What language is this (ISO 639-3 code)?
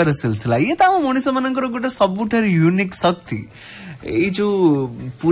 ori